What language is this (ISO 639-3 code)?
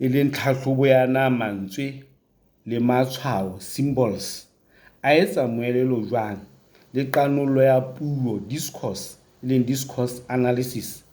sot